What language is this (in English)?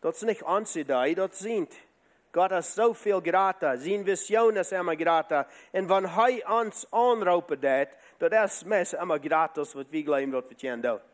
Plautdietsch